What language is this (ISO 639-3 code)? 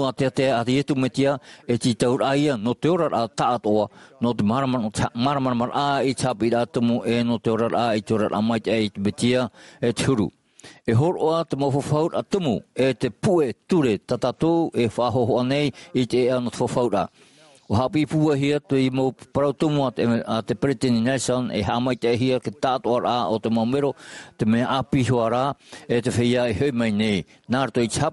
tah